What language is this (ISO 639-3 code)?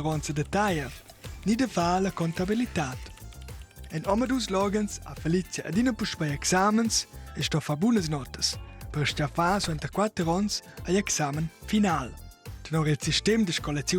roh